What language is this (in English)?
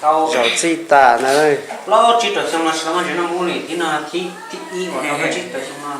Hmong